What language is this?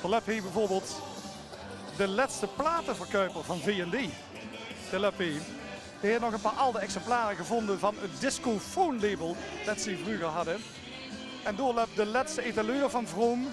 Limburgish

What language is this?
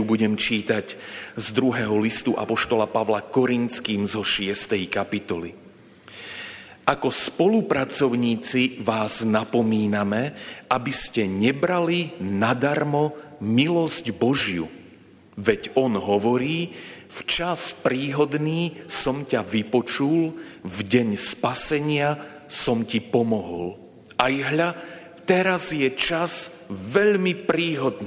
Slovak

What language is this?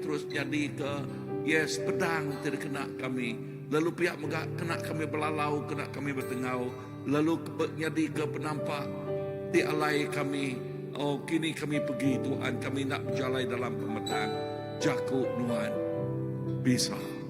Iban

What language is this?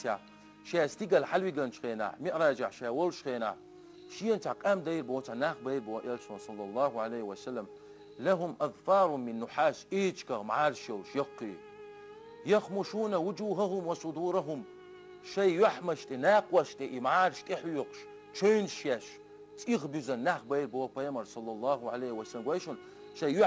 Chechen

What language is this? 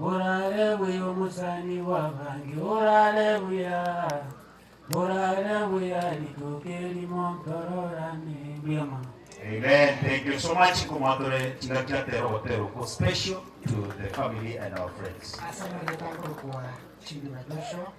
Gusii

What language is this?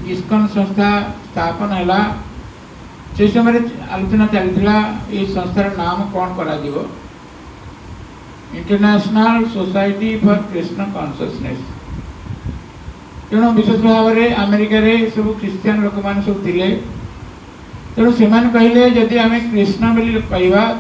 Odia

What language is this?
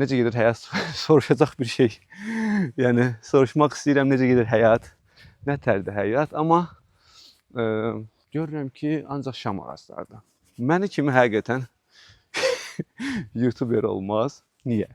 Azerbaijani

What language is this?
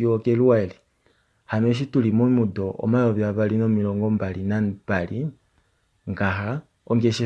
Kuanyama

